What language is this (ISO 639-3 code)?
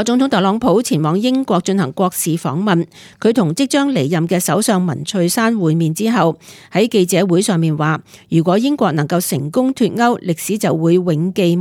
yue